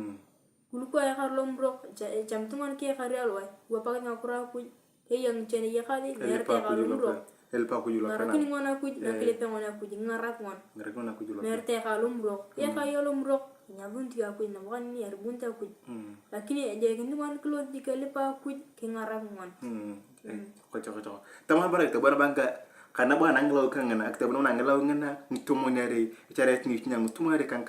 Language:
Turkana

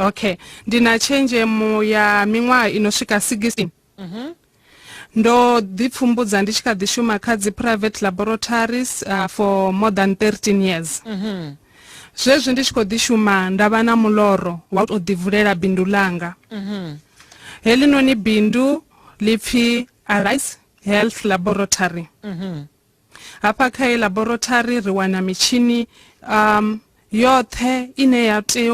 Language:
Venda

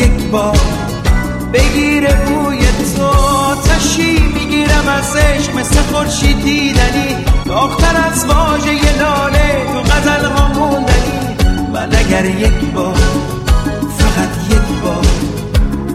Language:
Persian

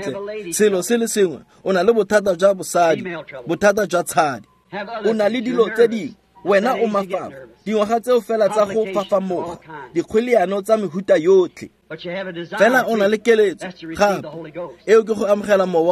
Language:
Tswana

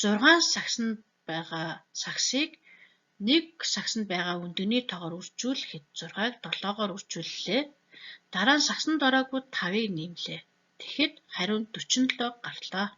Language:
Mongolian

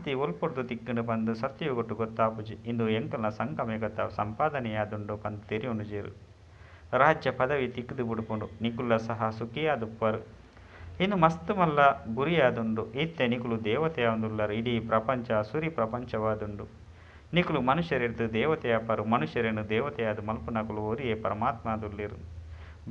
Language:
Tulu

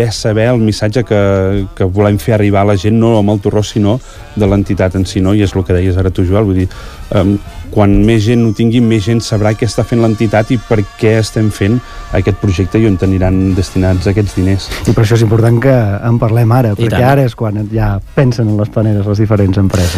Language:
Catalan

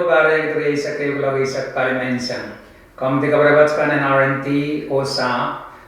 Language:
Pohnpeian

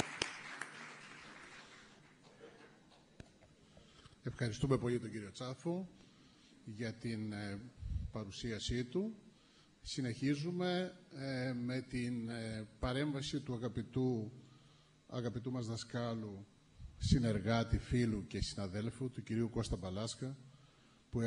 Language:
Greek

